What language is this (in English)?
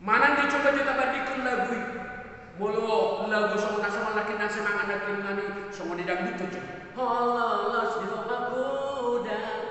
Batak Toba